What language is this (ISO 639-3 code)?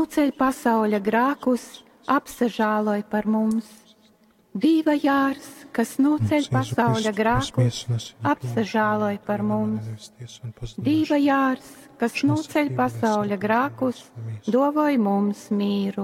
ltg